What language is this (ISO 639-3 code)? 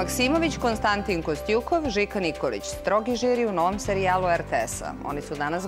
srp